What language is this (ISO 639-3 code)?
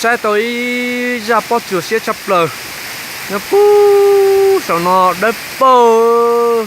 hmn